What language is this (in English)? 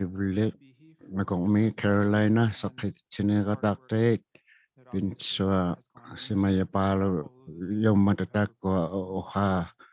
Inuktitut